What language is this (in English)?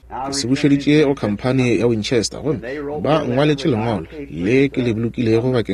Northern Sotho